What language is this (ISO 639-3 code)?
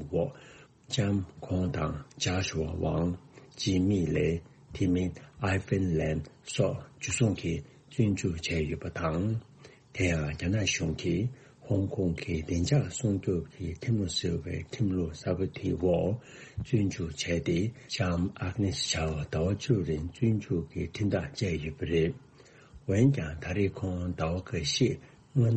bod